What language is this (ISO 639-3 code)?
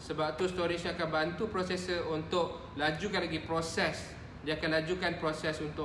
msa